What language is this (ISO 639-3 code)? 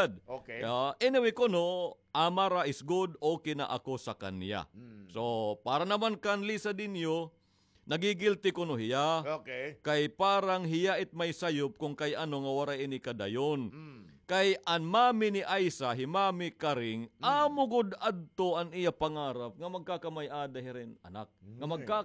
war